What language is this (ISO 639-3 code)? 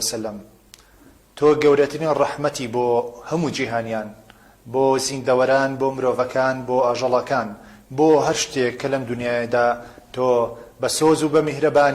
ckb